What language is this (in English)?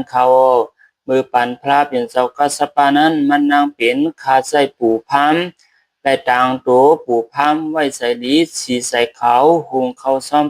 Shan